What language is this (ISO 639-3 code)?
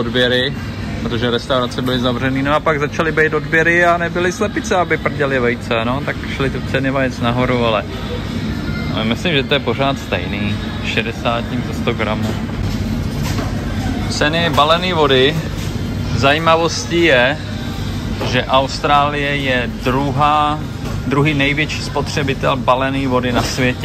ces